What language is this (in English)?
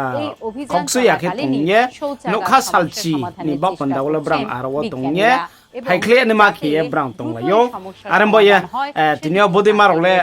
Riang (India)